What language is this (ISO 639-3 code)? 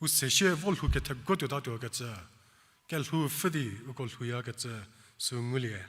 njm